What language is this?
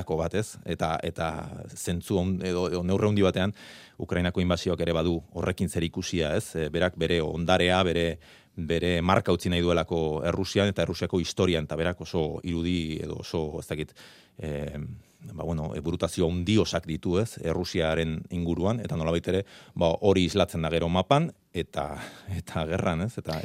Basque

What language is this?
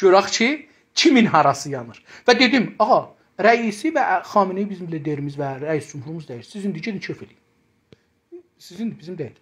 South Azerbaijani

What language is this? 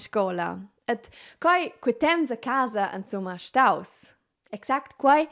Romansh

